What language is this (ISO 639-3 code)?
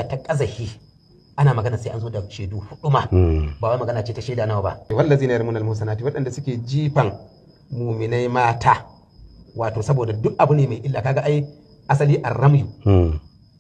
hau